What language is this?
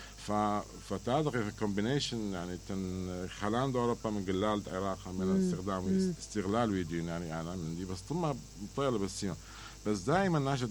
Mesopotamian Arabic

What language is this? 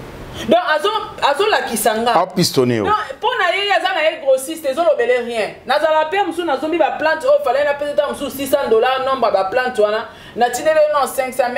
Lingala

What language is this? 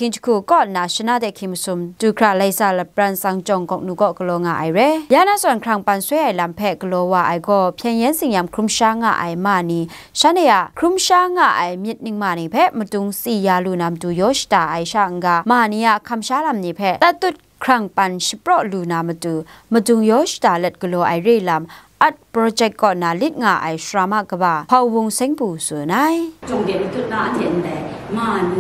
Kachin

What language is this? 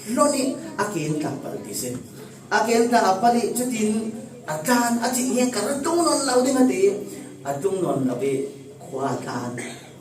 Falam Chin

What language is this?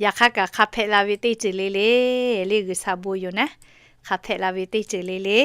Lahu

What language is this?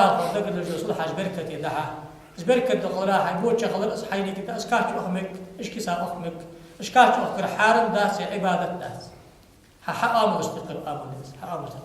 Ingush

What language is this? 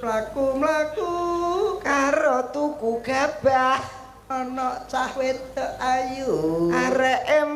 Javanese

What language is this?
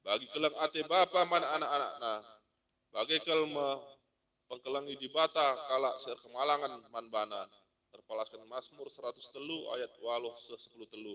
Batak Karo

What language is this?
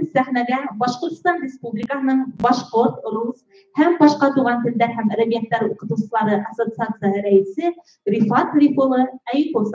Bashkir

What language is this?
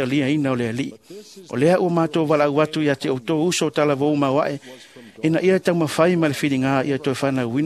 Samoan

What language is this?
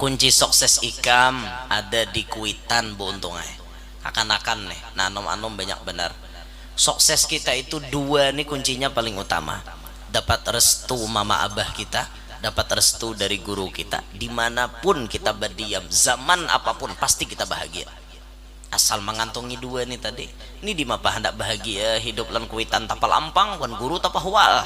Banjar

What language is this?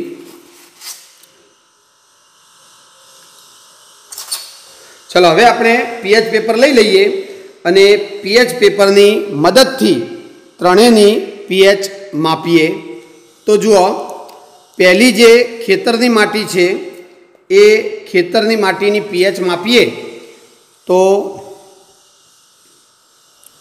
Gujarati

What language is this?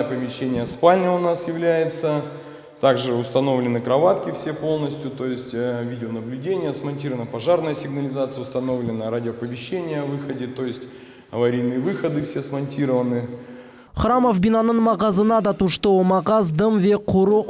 Crimean Tatar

